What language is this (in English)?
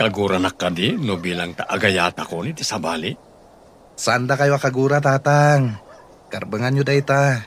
Iloko